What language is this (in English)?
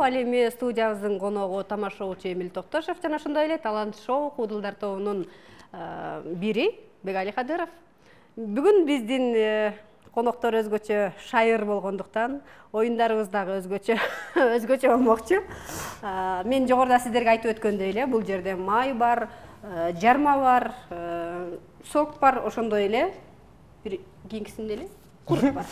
Kyrgyz